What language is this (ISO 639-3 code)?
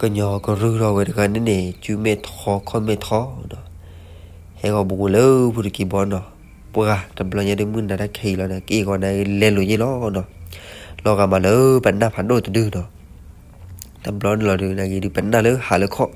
ksw